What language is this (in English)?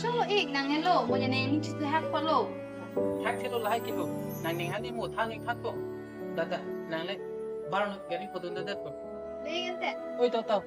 Karbi